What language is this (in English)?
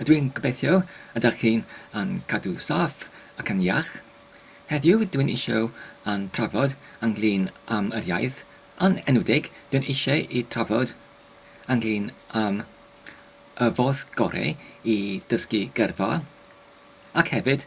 Welsh